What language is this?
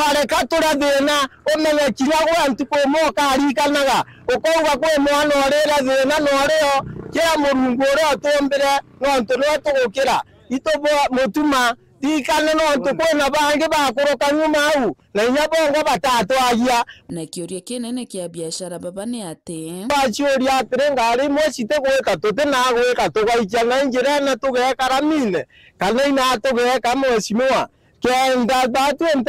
Meru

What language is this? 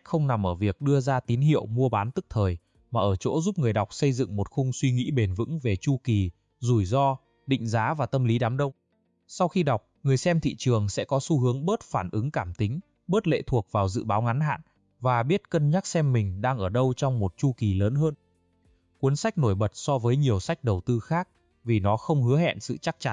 Vietnamese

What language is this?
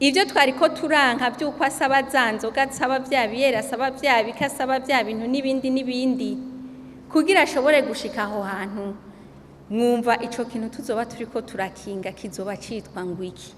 Rundi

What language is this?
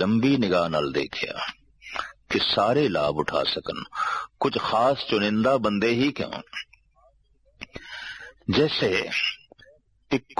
Punjabi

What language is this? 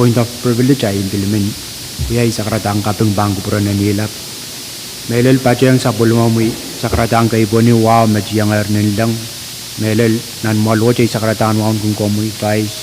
Pohnpeian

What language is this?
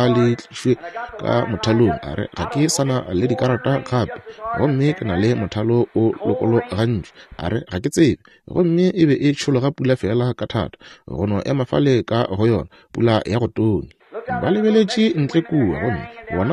Northern Sotho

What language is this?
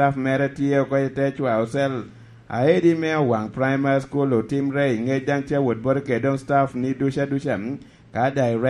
Lango (Uganda)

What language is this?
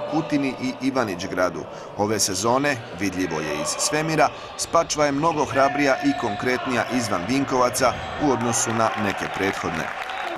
Croatian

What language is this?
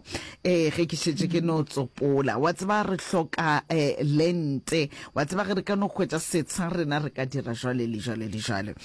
Northern Sotho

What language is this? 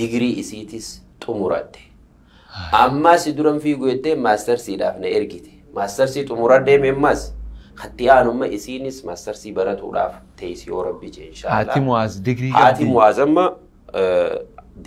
Oromo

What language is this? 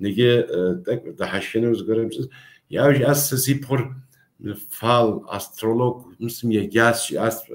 Kabardian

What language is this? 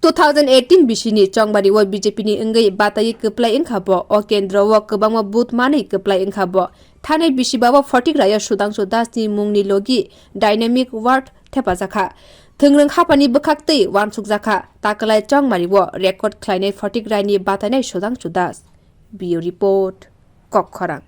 Kok Borok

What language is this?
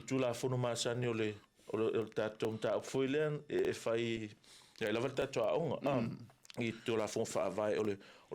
Samoan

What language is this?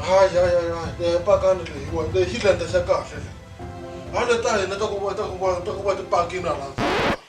Tsonga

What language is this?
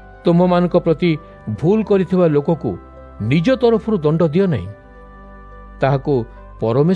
Odia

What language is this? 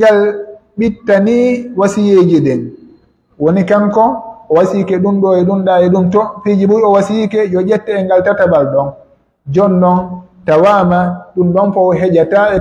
Pular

